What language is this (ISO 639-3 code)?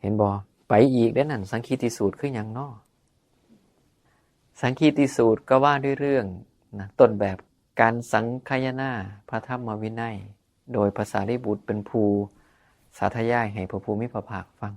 tts